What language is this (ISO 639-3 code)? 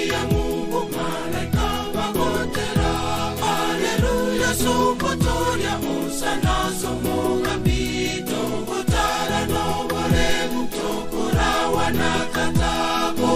guz